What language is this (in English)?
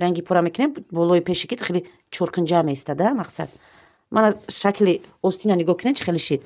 Tajik